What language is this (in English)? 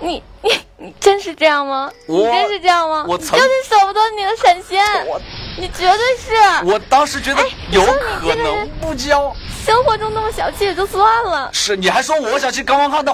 Chinese